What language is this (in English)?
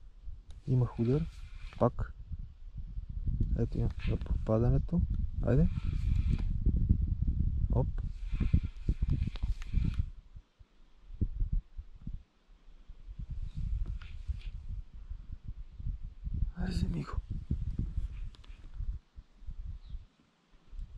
Bulgarian